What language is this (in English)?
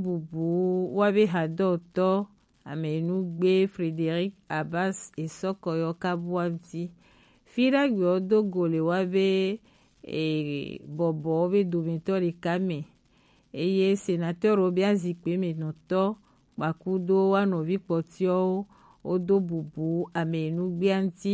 Gen